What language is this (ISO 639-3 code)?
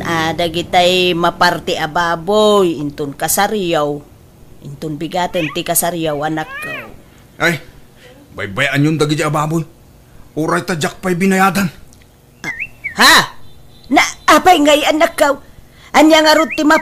ilo